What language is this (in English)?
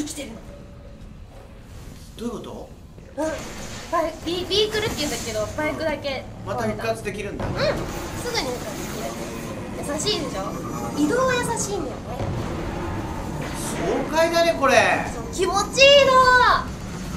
Japanese